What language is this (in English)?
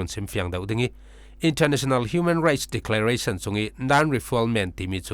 Falam Chin